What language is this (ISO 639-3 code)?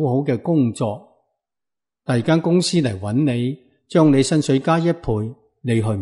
yue